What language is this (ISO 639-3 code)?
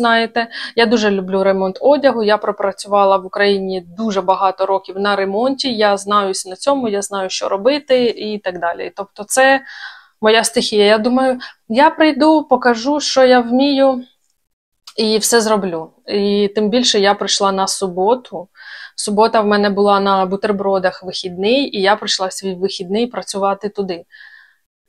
ukr